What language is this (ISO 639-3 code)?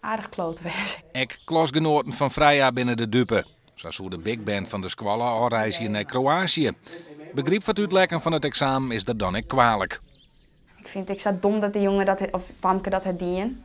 fry